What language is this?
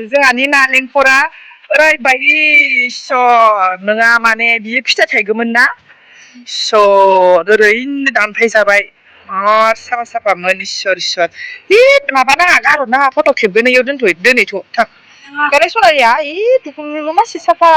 Bodo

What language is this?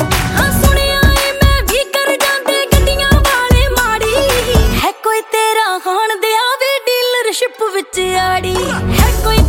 Punjabi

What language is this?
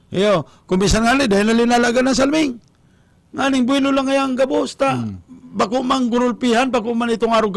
Bikol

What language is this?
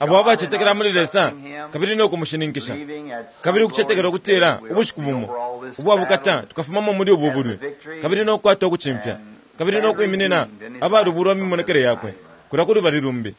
Bemba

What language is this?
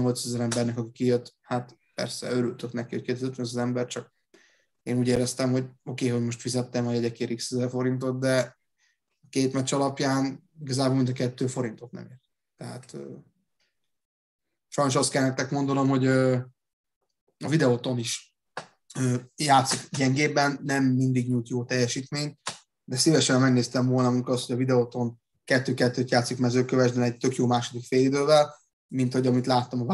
Hungarian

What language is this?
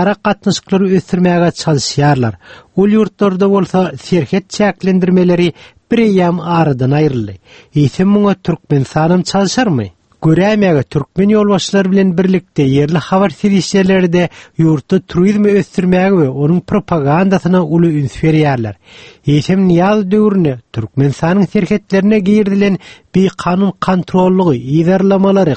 Kyrgyz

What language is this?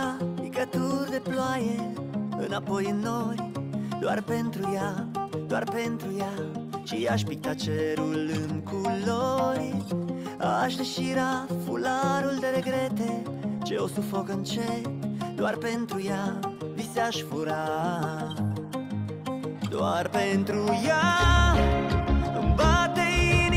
Romanian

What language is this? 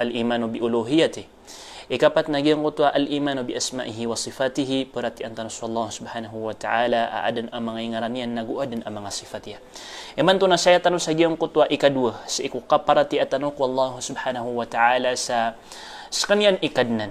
Maranao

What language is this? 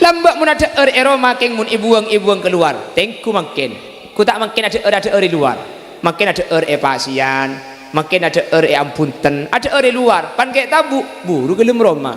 Madurese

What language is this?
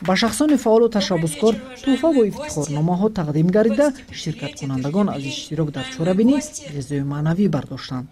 Tajik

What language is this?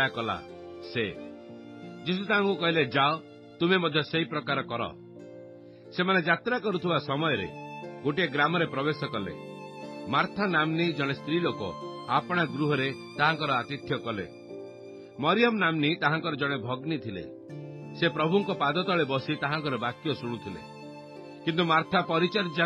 Odia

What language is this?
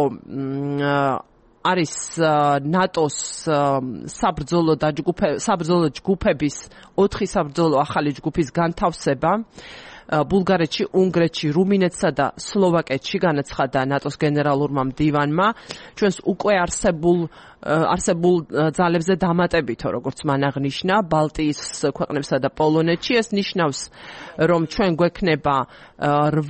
Georgian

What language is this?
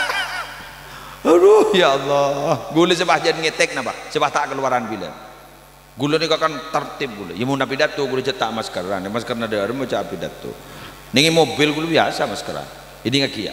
Madurese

